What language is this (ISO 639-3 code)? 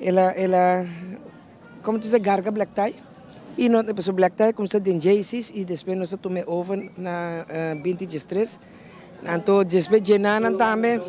pap